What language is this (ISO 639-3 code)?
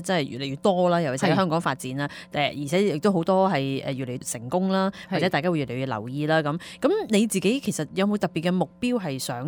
yue